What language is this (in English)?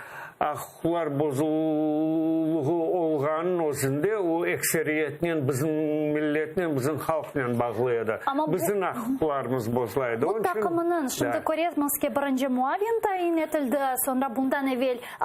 Crimean Tatar